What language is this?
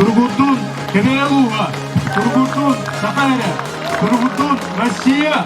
Yakut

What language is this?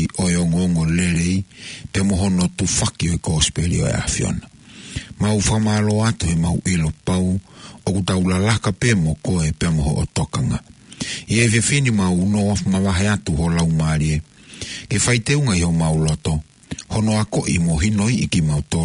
Tongan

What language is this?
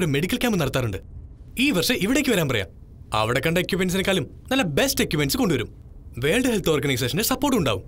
Malayalam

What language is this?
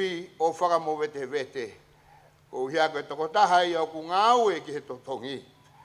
Tongan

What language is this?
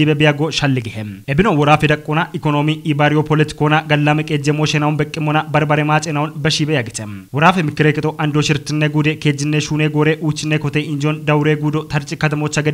Kafa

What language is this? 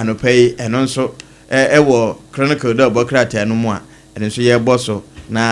Akan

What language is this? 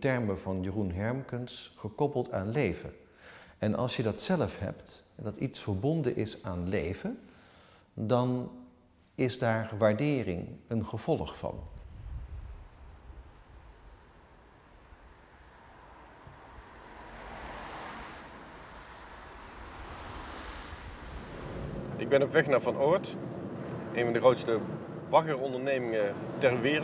Dutch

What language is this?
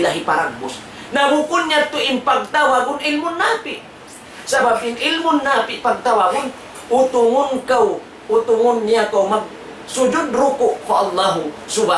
Tausug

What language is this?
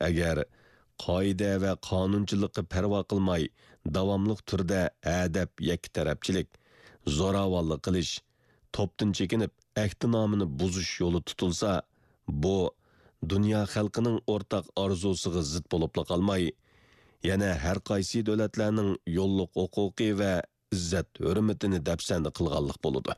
Uyghur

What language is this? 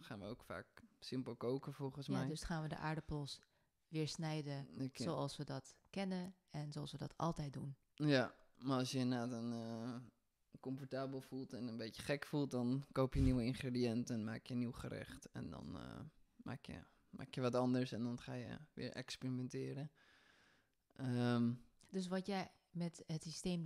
Dutch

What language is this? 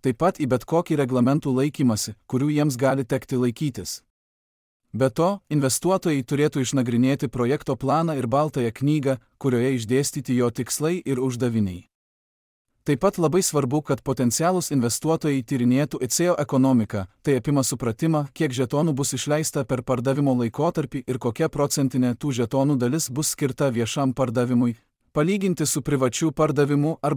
Lithuanian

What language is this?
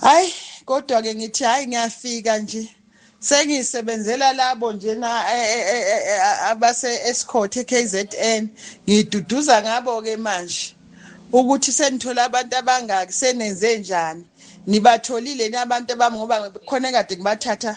Zulu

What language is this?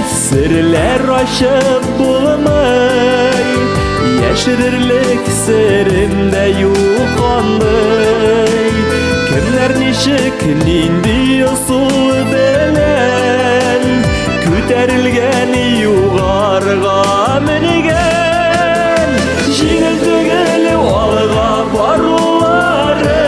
Tatar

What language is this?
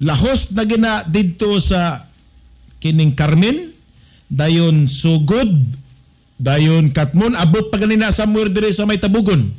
Cebuano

